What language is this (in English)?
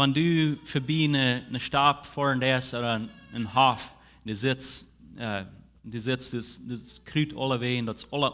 Plautdietsch